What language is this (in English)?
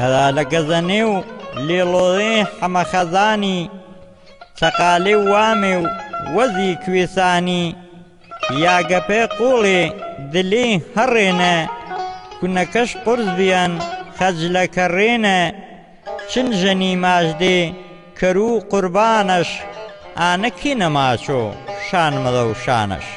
Gurani